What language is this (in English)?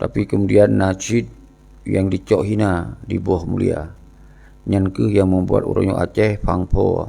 Achinese